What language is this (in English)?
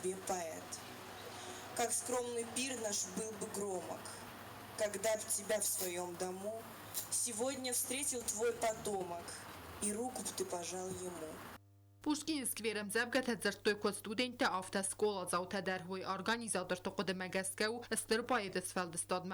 Ossetic